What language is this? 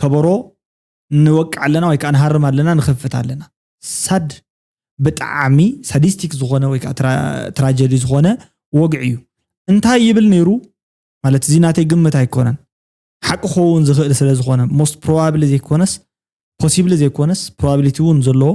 Tigrinya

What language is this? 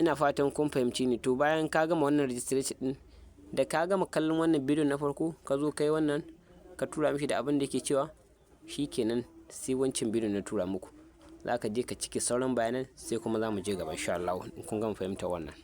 Hausa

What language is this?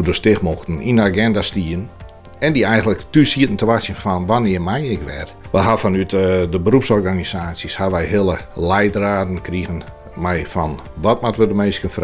Western Frisian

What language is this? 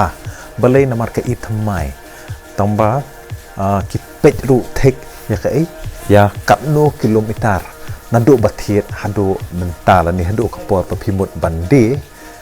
Khasi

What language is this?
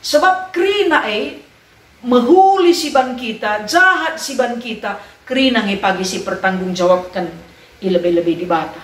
Batak Karo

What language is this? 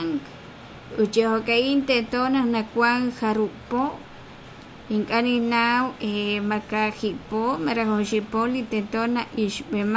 Kekchí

